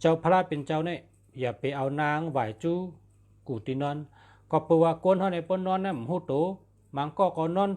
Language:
Shan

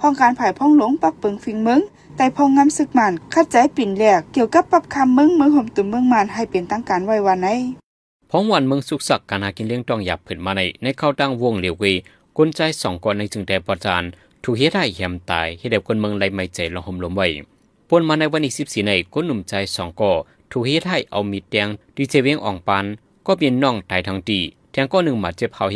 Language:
Shan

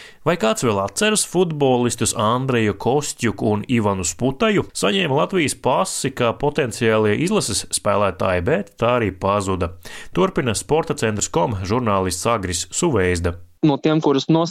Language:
Latvian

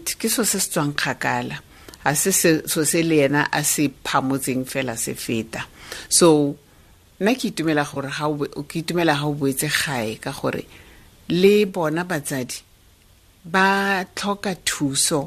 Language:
Tswana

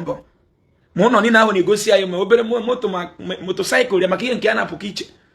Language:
Igbo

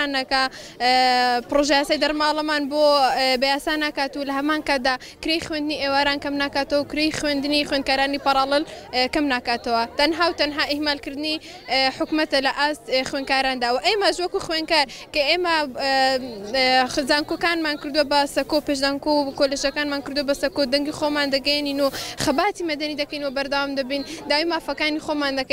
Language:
Central Kurdish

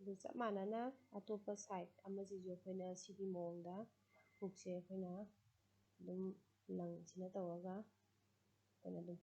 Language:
Manipuri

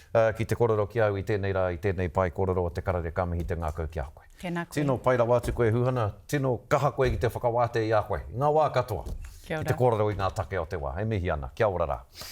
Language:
Māori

